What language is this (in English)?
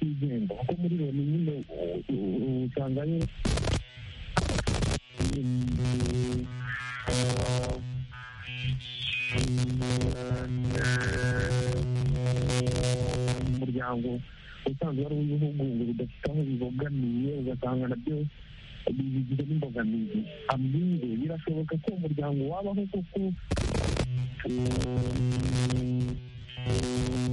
Kinyarwanda